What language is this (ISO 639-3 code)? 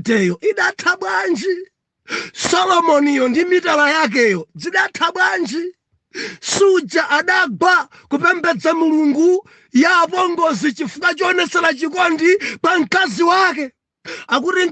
nya